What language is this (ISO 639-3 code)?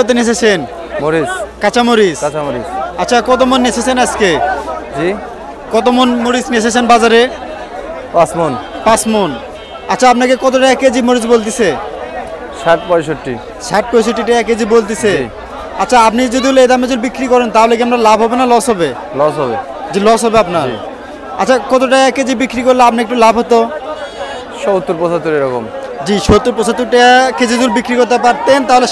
ben